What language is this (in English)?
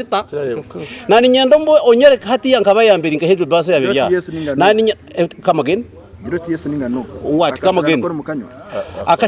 Nyankole